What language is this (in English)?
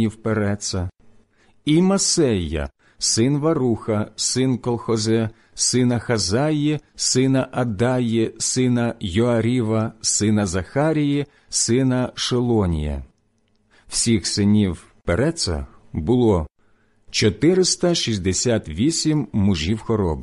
Ukrainian